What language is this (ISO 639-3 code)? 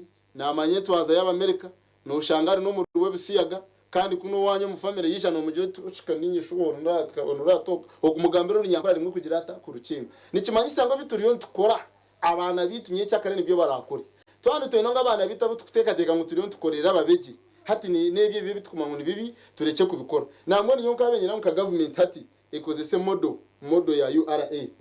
nyn